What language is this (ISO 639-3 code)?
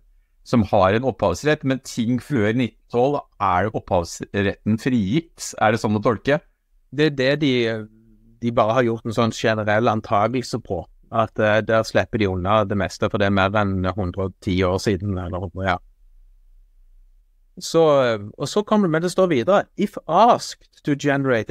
nor